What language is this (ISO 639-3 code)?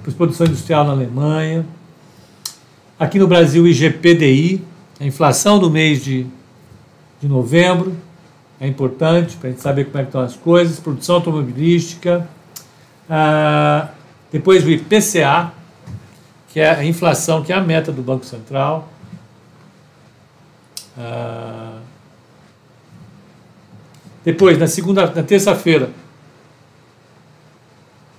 por